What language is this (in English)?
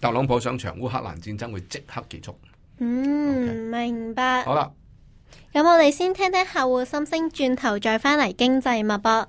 Cantonese